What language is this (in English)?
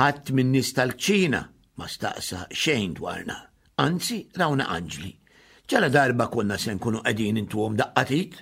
Maltese